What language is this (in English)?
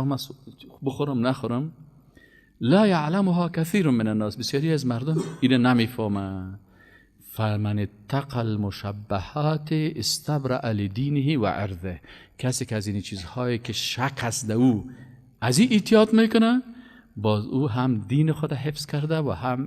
Persian